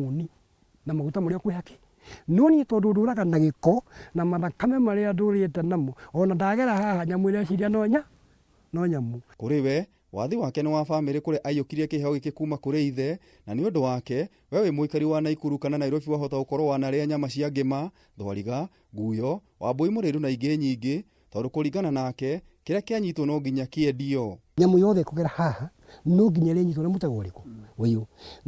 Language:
Kikuyu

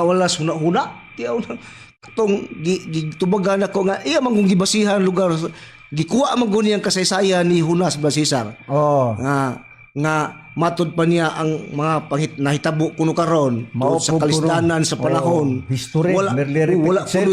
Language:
Cebuano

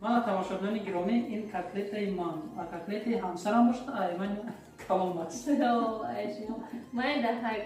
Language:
Tajik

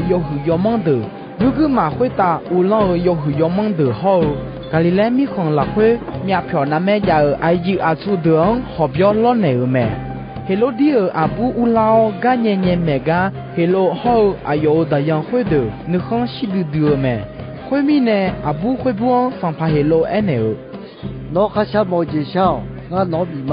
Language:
Akha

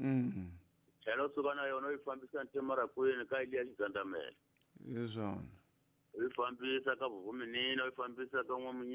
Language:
Tsonga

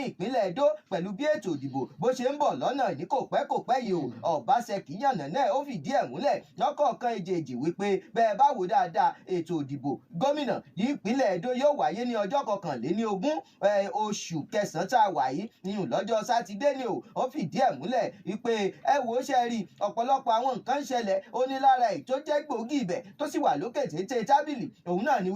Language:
Yoruba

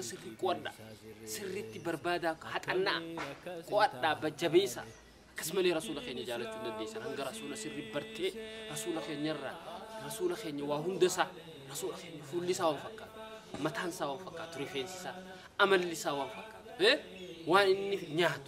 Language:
Oromo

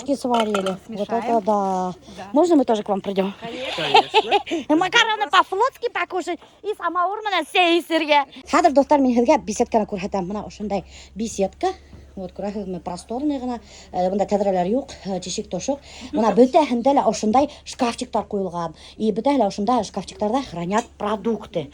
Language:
Bashkir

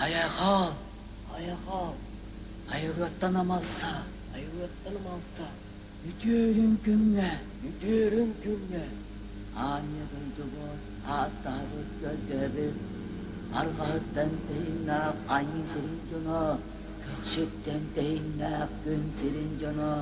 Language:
Yakut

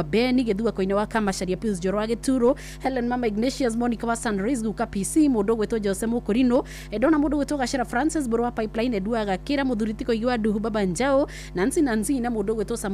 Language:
Kikuyu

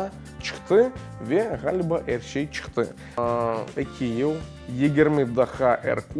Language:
Crimean Tatar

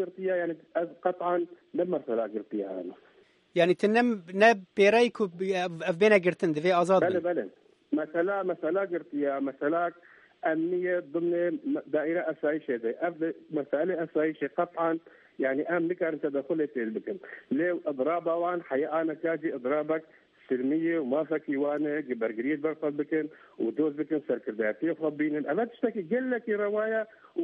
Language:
Kurdish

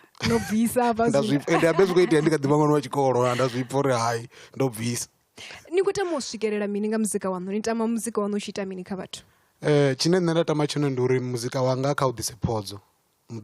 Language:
Venda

